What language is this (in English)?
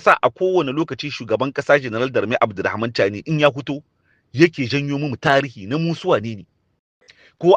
Hausa